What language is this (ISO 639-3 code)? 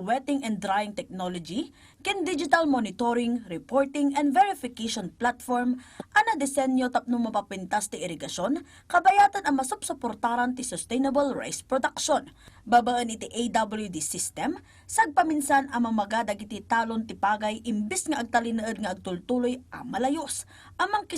ilo